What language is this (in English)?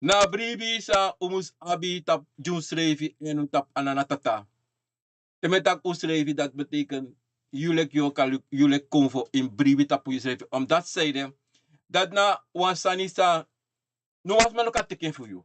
Sranan Tongo